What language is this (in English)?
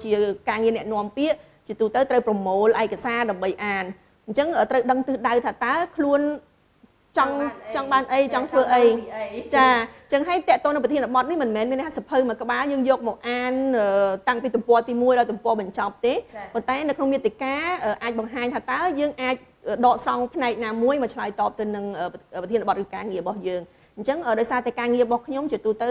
Khmer